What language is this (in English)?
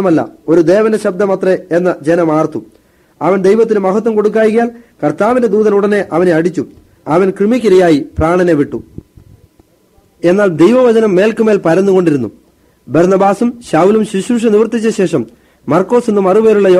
Malayalam